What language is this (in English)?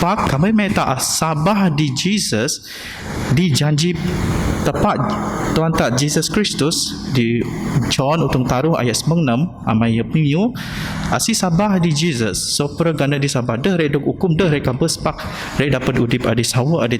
Biatah Bidayuh